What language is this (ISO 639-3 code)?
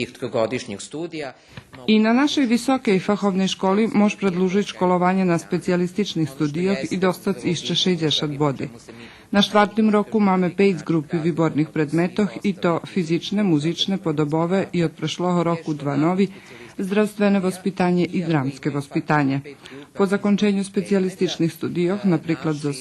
rue